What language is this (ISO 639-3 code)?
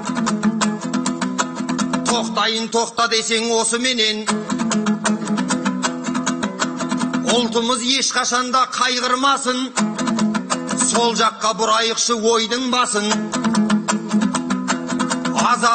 kaz